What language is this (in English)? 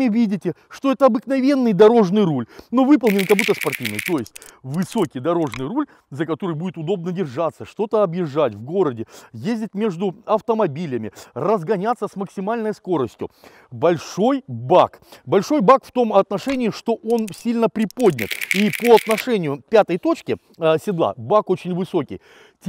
Russian